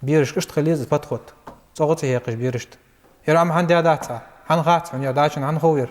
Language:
Ingush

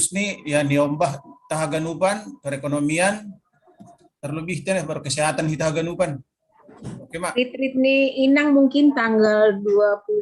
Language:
Batak Simalungun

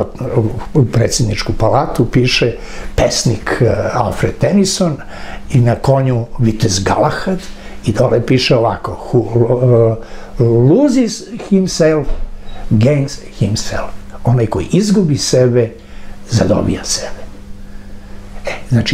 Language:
Serbian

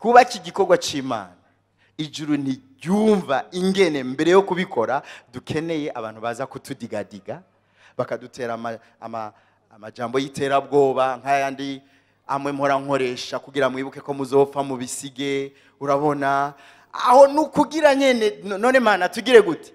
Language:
Rundi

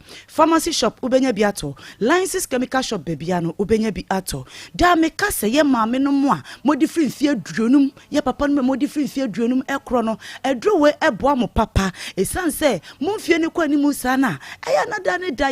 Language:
Akan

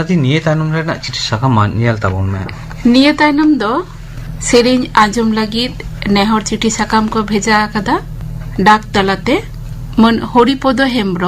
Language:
Santali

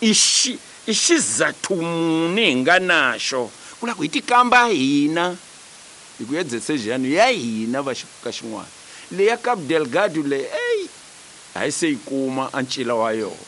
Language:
Tsonga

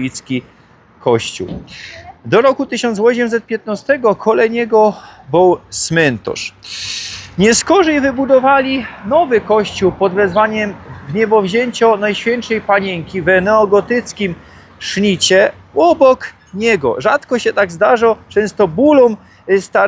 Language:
Silesian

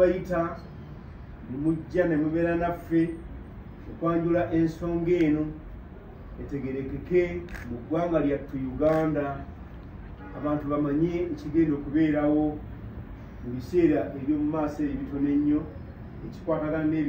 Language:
Ganda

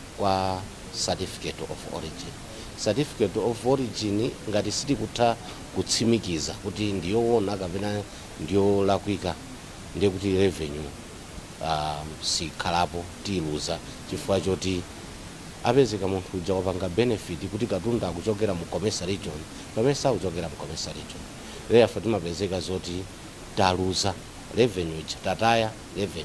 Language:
Nyanja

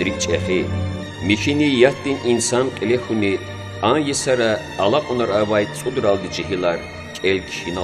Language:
Lezghian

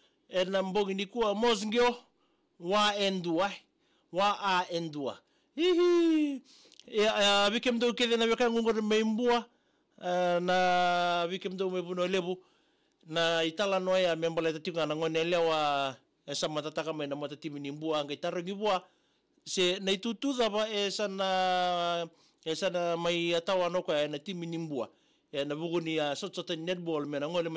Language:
Fijian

